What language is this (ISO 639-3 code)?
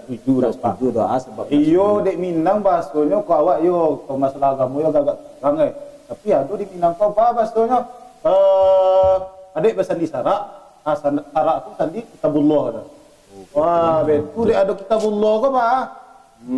min